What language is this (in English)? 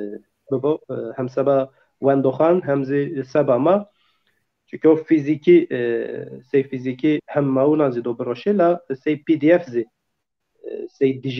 Zaza